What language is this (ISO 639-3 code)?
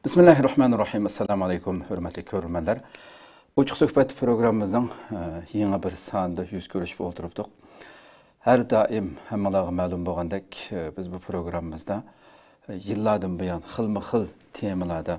uig